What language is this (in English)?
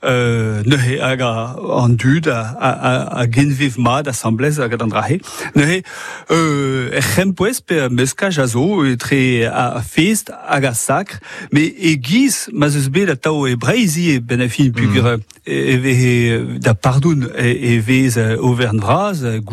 Breton